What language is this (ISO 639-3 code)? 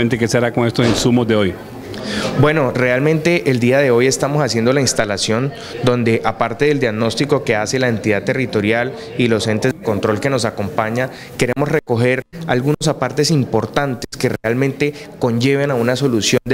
spa